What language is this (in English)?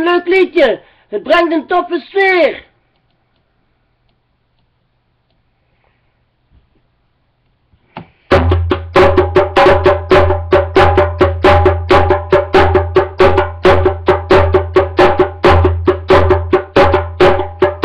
Dutch